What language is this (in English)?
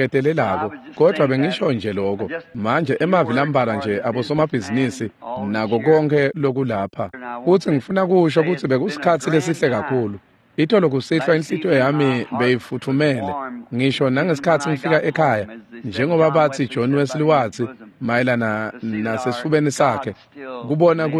Swati